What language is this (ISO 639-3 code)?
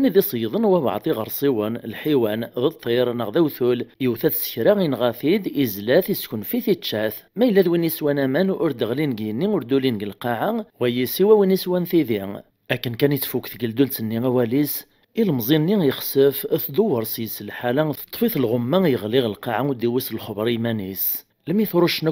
kab